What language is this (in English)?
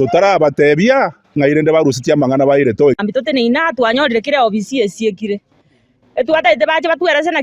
Gusii